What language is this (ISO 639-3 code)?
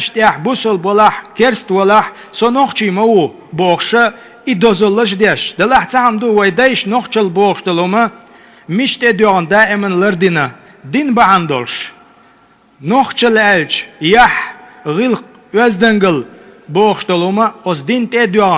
che